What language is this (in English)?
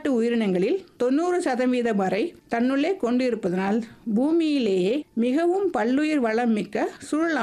Tamil